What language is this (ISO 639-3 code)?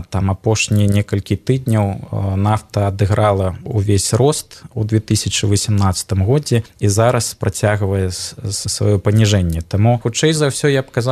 bel